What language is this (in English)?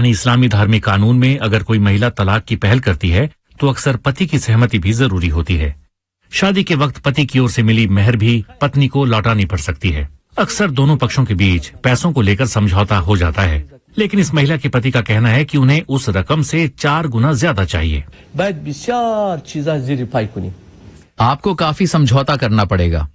Hindi